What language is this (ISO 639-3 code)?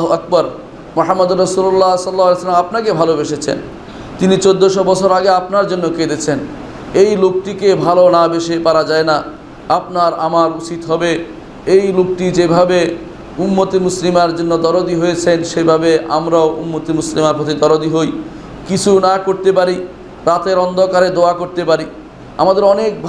ben